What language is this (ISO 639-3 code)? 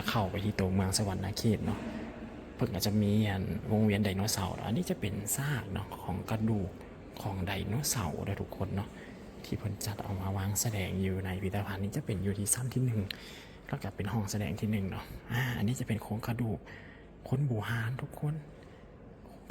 lao